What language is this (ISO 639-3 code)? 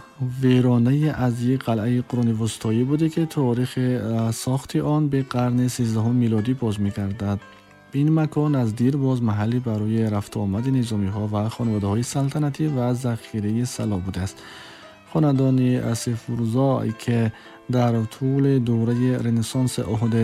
tgk